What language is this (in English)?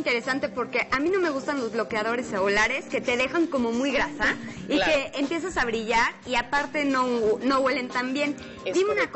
Spanish